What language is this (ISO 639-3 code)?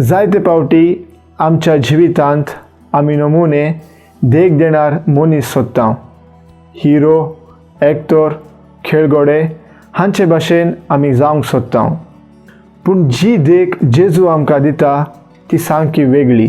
kok